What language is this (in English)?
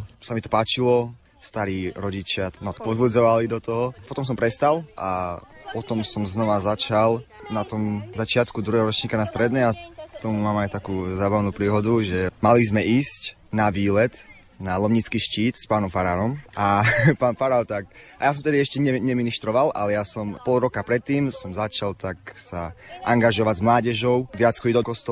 Slovak